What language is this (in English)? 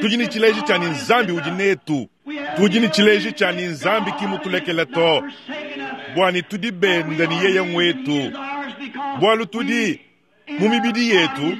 Luba-Lulua